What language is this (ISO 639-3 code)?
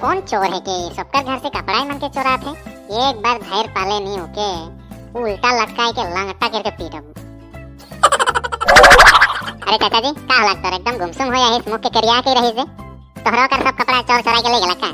sck